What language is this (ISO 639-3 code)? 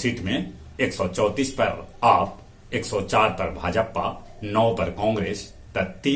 mag